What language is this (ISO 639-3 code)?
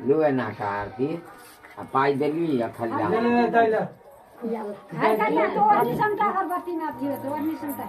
mai